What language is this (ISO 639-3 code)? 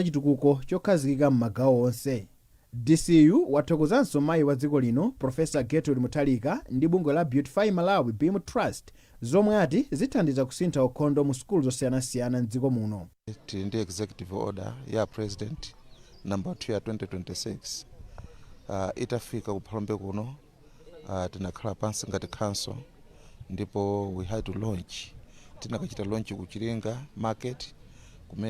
nya